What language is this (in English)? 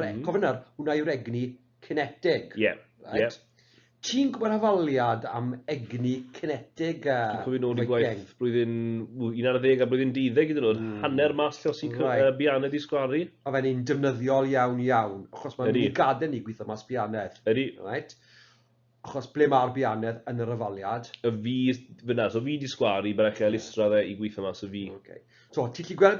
Welsh